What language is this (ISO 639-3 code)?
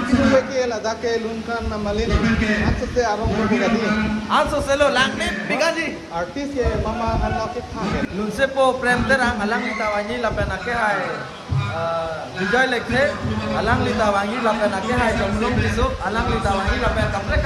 mjw